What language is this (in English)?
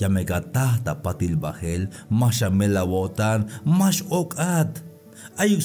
Tzeltal